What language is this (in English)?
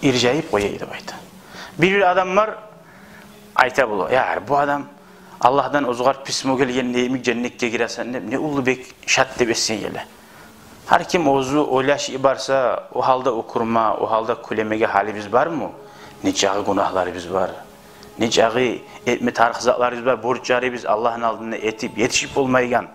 Kumyk